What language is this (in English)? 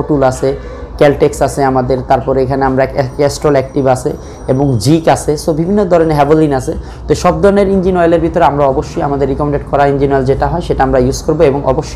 Bangla